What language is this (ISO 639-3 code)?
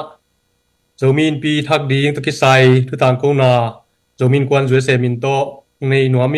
ctd